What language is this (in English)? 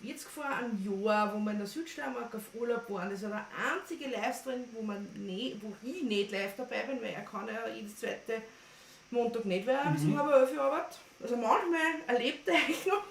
Bavarian